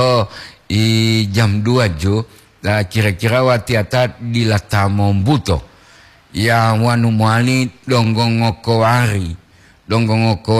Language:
Gorontalo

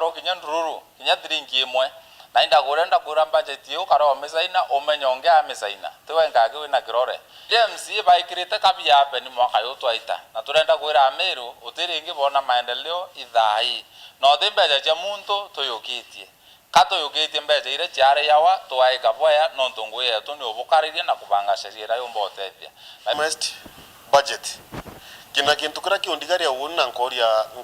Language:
Meru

